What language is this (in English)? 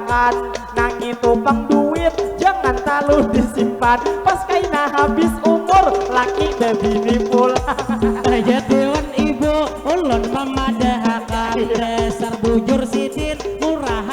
Banjar